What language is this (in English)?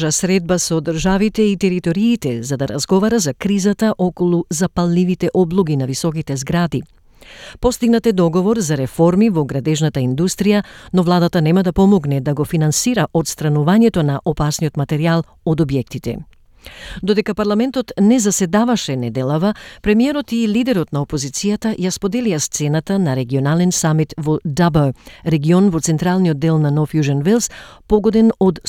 Macedonian